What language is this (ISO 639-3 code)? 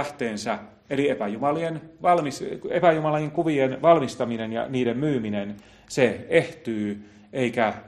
fin